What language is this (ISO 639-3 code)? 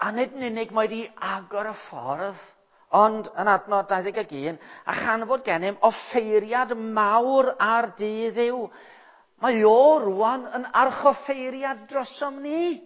cym